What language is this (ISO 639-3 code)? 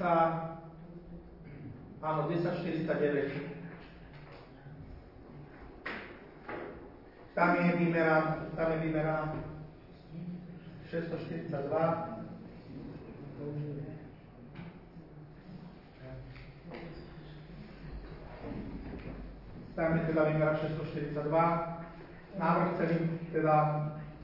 slk